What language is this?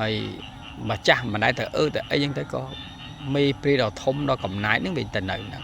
Khmer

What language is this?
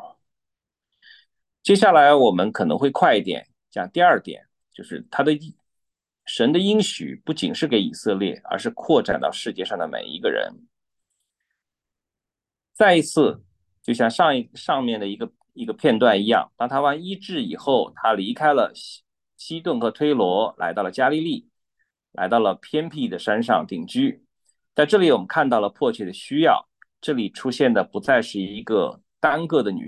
Chinese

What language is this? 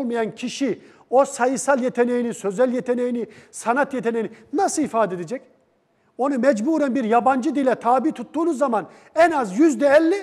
Turkish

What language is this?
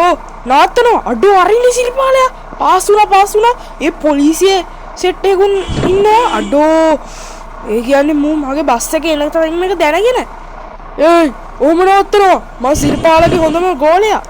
Sinhala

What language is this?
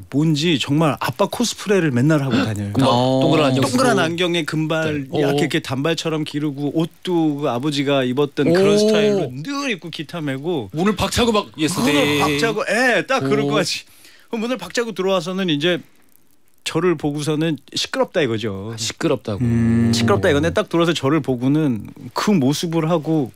Korean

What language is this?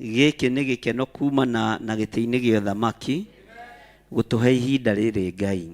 Kikuyu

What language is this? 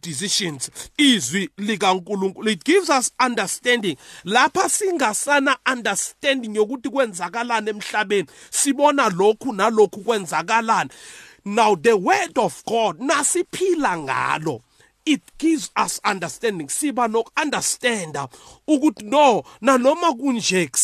South Ndebele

